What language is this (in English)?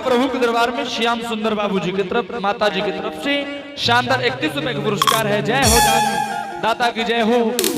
Angika